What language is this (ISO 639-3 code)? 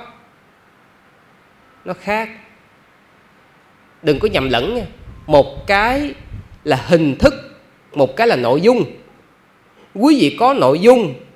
vie